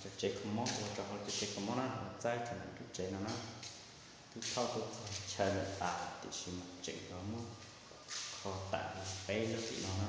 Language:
Hmong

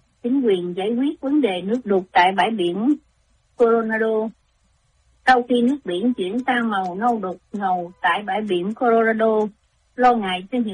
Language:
Vietnamese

